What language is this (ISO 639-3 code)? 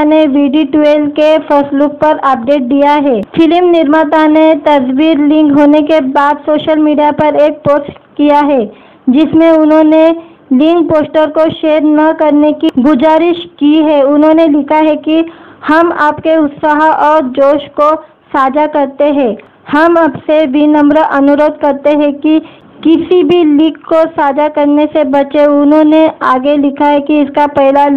hin